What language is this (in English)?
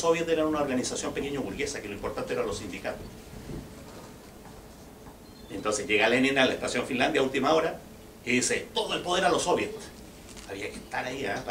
Spanish